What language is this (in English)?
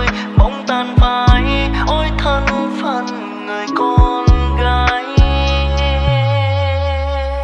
Vietnamese